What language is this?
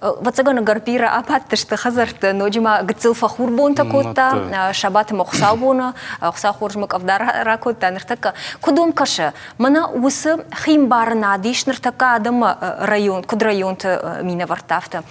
Ossetic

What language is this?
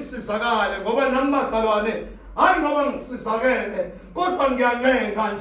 Zulu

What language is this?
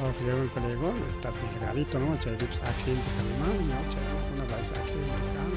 Ayacucho Quechua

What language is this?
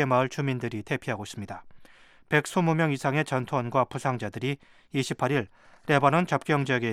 Korean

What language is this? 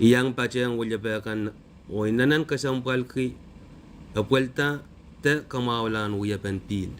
Pohnpeian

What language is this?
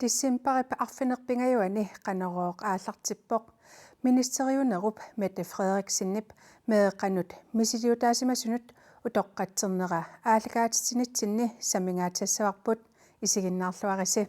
Kalaallisut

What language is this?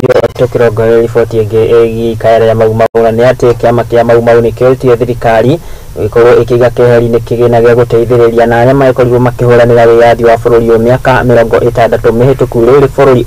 Kikuyu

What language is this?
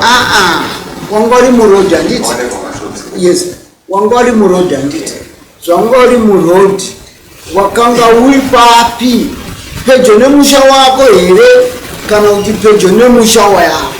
Shona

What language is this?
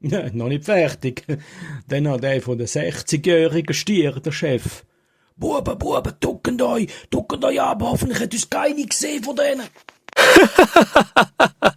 Swiss German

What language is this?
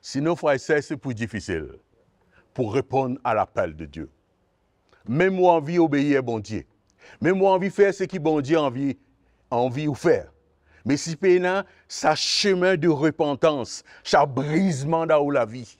Morisyen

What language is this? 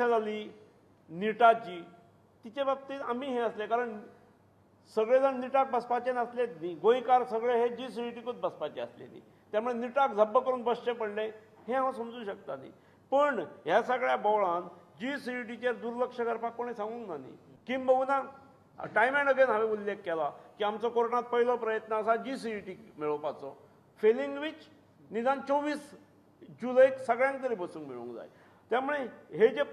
Konkani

